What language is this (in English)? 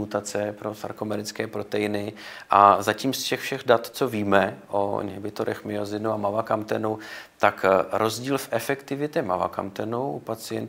Czech